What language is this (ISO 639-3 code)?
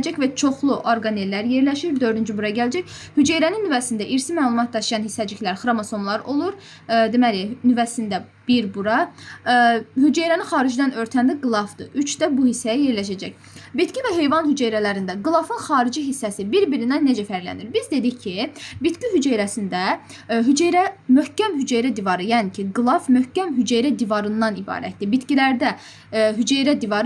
aze